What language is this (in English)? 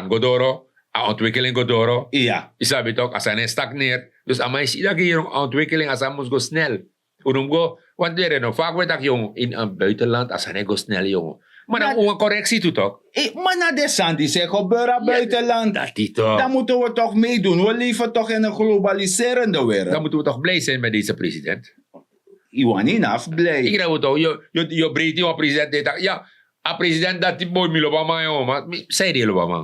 Sranan Tongo